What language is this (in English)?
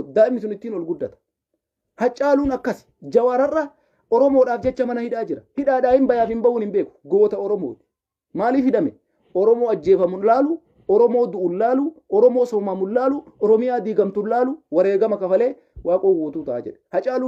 Oromo